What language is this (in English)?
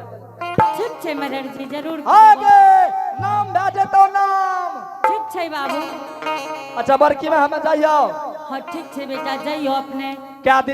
Angika